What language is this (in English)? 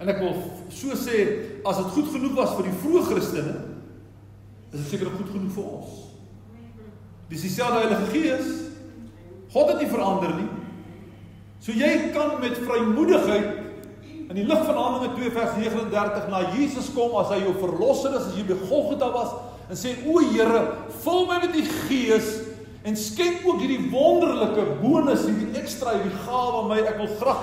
Afrikaans